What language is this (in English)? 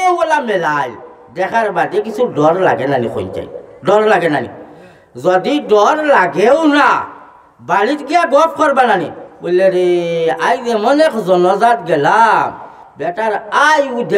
Sylheti